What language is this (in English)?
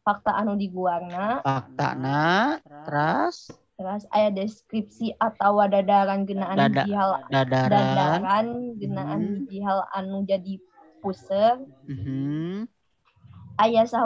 Sundanese